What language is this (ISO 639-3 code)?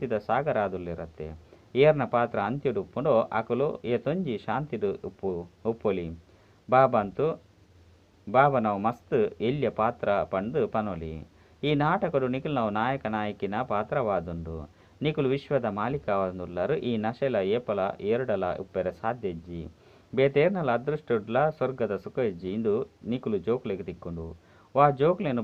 tcy